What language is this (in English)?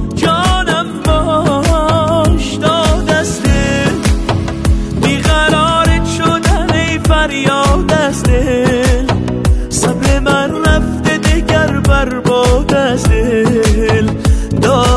Persian